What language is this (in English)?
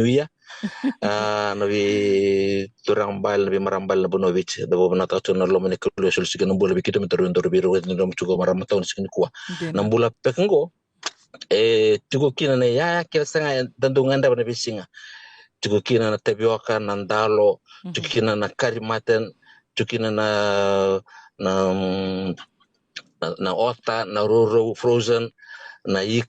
Fijian